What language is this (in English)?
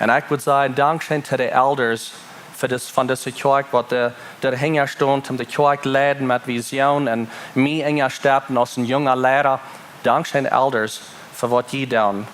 Plautdietsch